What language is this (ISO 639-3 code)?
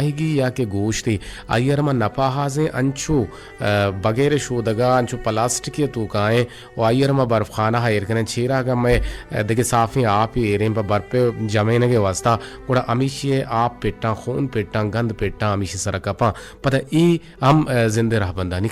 bgp